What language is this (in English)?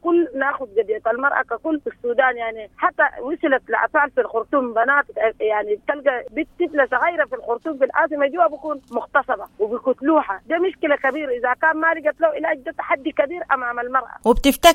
Sudanese Arabic